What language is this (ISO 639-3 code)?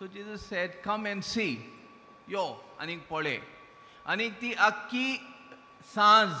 kok